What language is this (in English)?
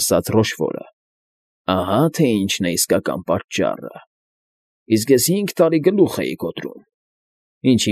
Armenian